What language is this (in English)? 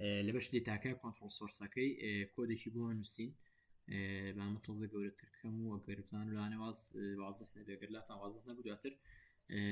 Central Kurdish